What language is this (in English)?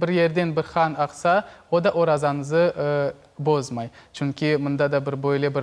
Crimean Tatar